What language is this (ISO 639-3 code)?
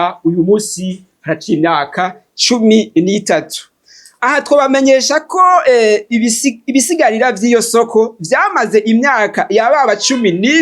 run